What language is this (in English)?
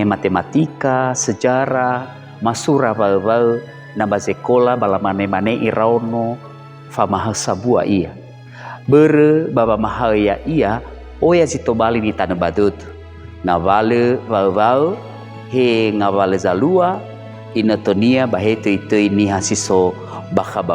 Nias